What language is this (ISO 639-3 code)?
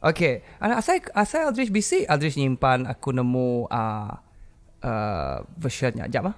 iba